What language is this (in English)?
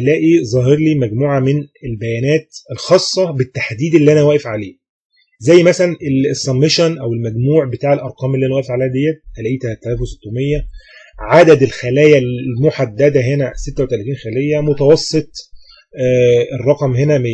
Egyptian Arabic